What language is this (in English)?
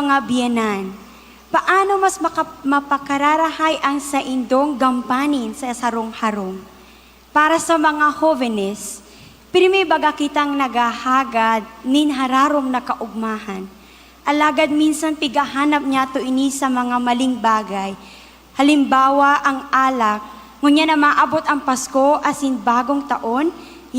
Bikol